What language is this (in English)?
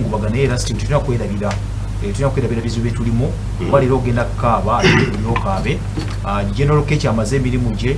Ganda